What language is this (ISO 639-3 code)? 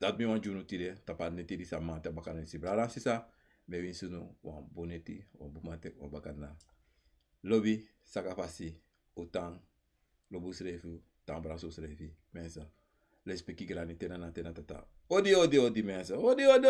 srn